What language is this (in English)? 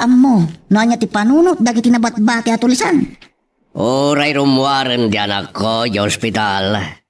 Iloko